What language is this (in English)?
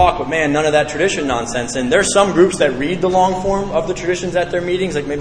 English